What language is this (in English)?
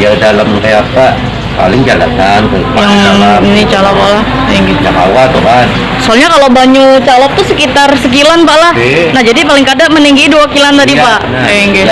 Banjar